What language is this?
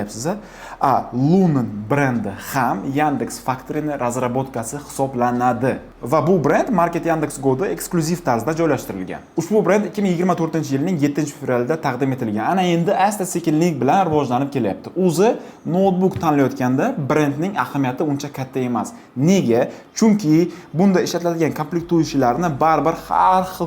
Uzbek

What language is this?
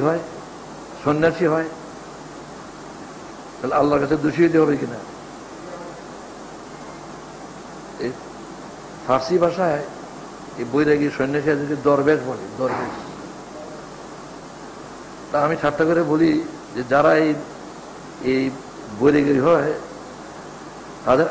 Bangla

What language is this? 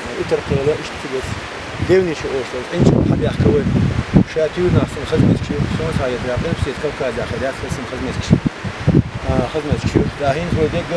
Chechen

